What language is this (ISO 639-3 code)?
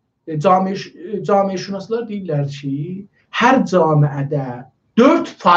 azb